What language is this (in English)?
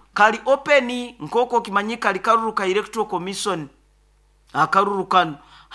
Nyoro